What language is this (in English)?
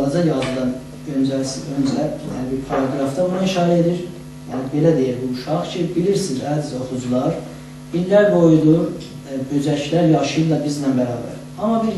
South Azerbaijani